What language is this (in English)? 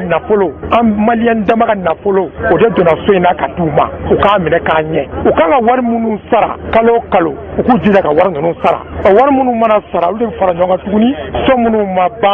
Bambara